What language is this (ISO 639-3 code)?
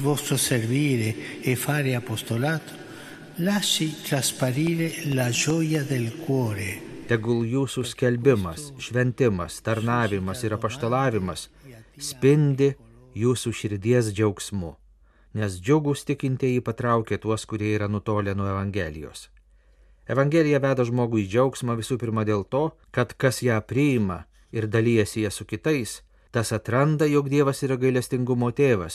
lit